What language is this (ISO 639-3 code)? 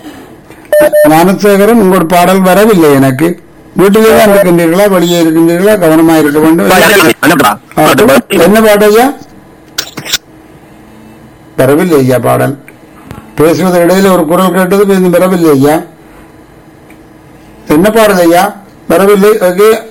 tam